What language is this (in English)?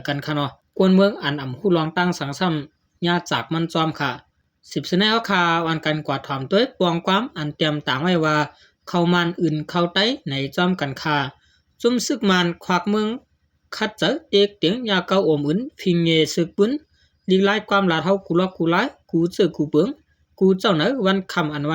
Shan